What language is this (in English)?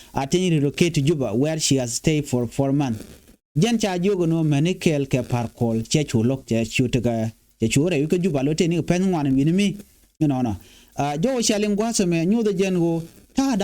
Nuer